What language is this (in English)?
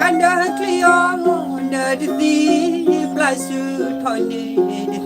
S'gaw Karen